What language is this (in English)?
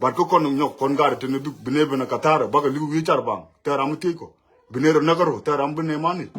Nuer